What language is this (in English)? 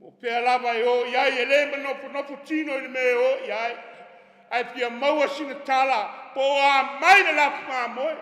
Samoan